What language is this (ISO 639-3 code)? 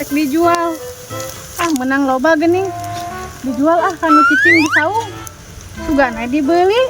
sun